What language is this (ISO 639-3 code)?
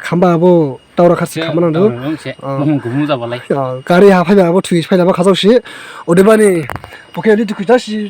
dis